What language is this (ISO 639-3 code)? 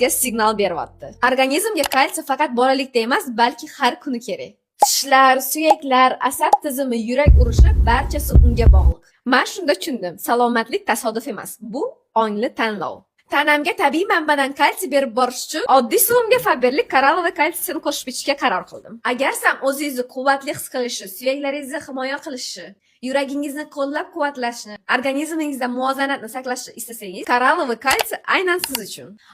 uzb